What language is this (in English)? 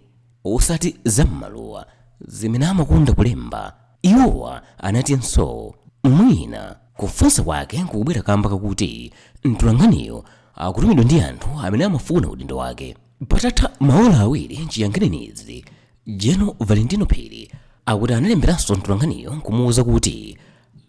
Nyanja